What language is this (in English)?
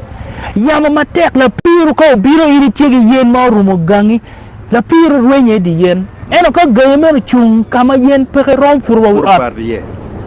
Acoli